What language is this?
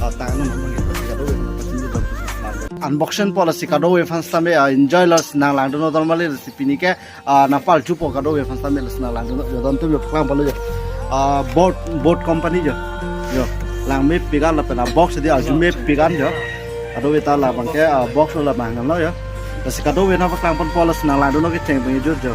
Karbi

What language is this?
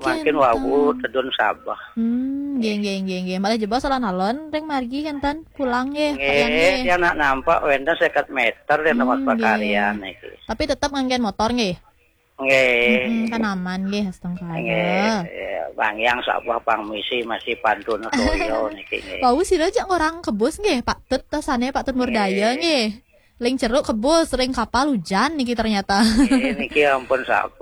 Balinese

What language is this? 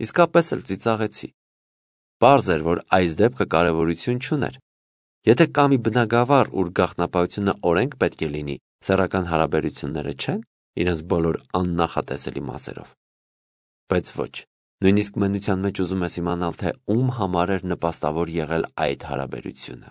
Armenian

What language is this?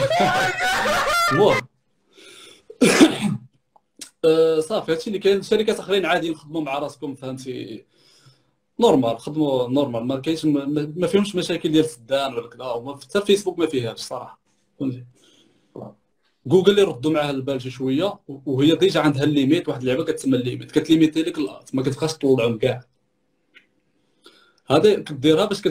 Moroccan Arabic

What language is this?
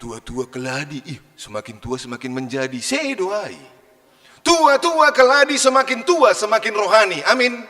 Batak Simalungun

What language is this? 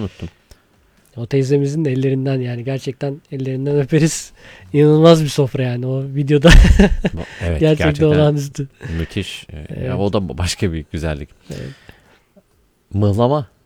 Turkish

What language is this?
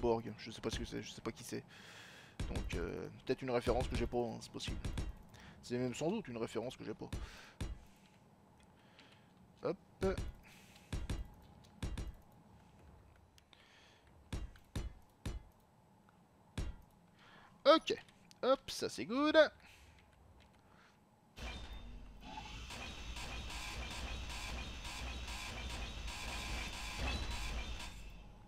French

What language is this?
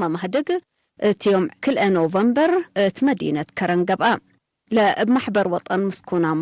Tigre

